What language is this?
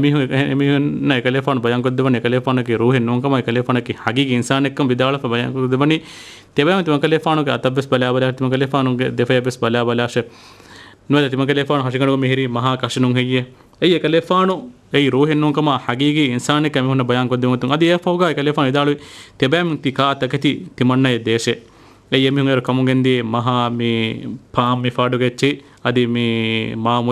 Divehi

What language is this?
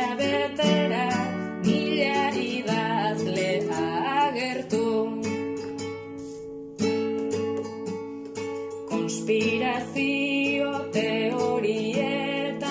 Basque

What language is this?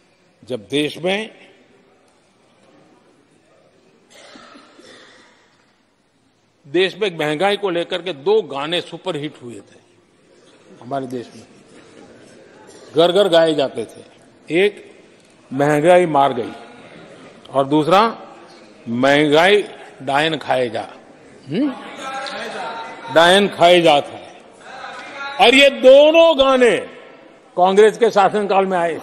Hindi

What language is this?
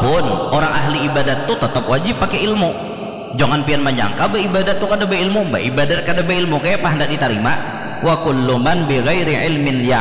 Banjar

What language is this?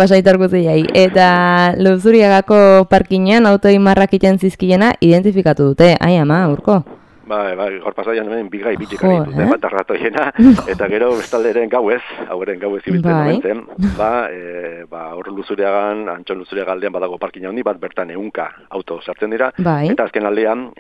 Basque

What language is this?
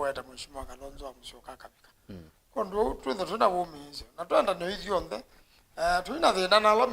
Kamba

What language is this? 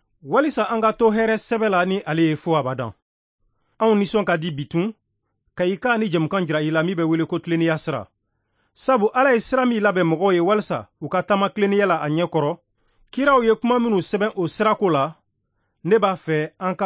Bambara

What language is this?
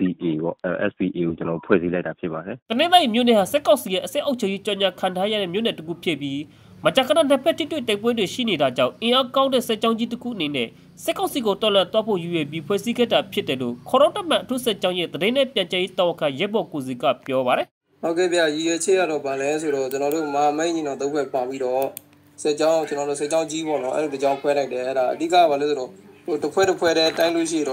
Burmese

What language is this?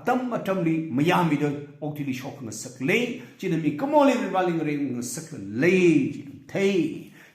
Tangkhul Naga (India)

